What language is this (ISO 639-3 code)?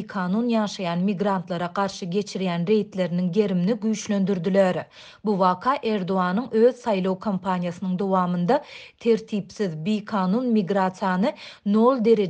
tuk